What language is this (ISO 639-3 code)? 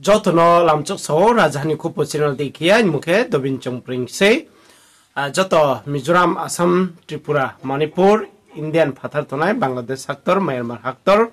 ria